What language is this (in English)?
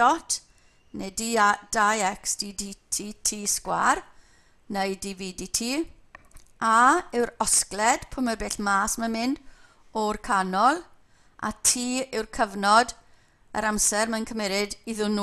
Welsh